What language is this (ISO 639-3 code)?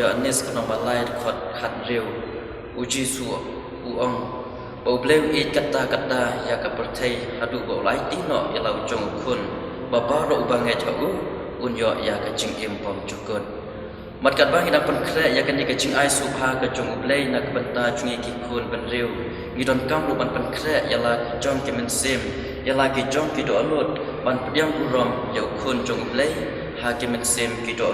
kha